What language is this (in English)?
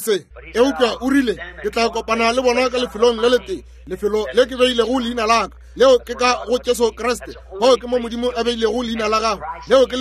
Northern Sotho